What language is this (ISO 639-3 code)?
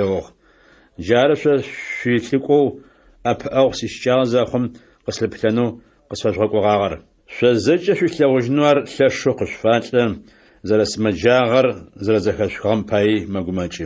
ady